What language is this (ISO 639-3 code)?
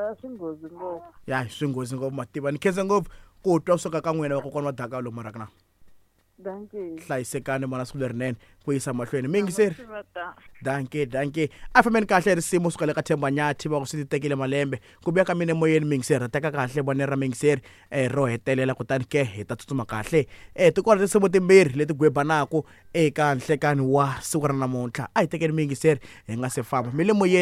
tso